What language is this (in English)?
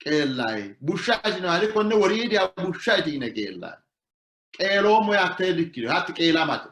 Sidamo